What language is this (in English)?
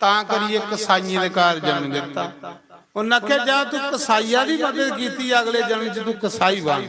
Dogri